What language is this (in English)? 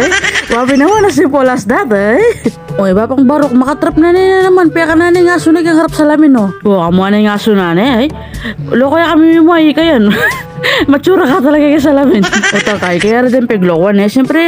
Pampanga